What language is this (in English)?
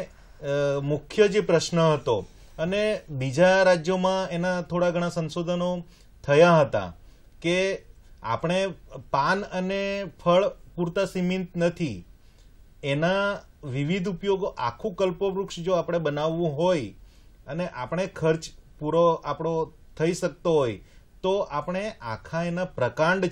Gujarati